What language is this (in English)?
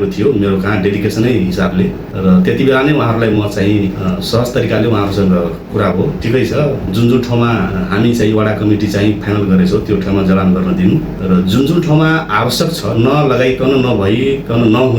Nepali